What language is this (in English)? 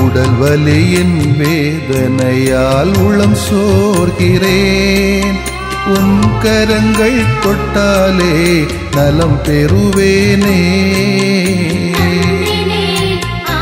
Tamil